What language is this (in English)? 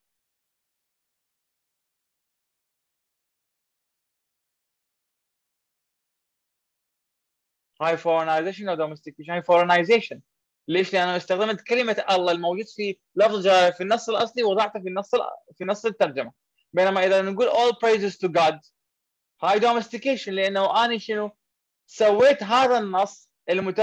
Mesopotamian Arabic